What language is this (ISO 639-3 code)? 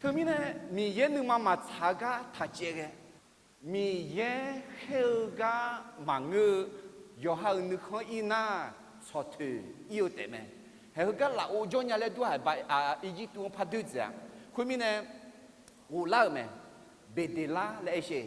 ahk